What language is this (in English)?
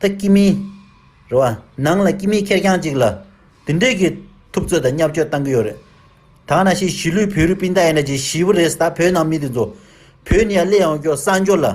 Tibetan